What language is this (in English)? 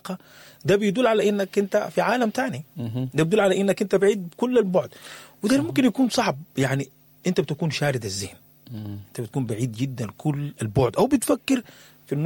Sudanese Arabic